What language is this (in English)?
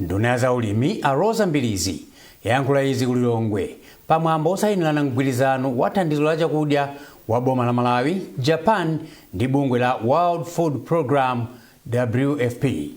Nyanja